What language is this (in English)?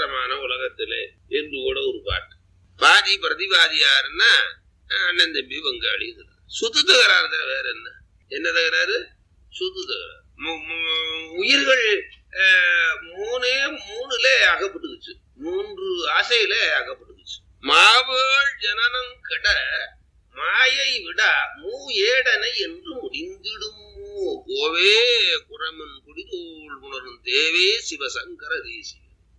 Tamil